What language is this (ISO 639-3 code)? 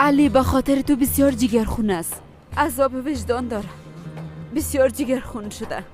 fas